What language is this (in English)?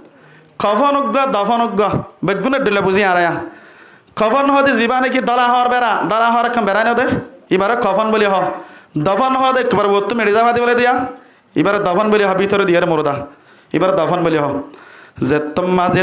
Rohingya